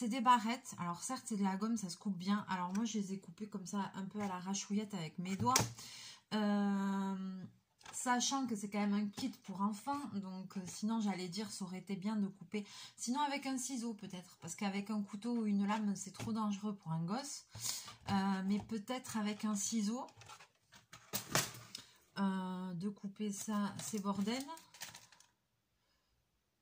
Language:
French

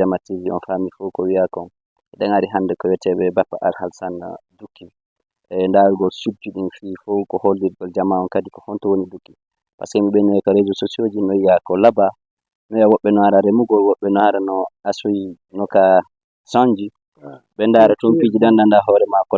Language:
Fula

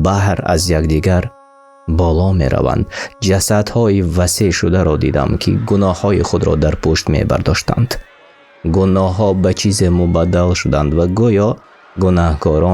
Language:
Tajik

